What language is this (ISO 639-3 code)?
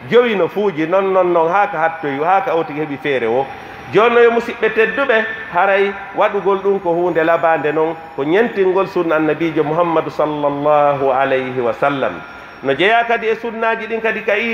fuf